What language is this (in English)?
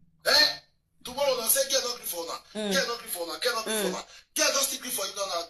Nigerian Pidgin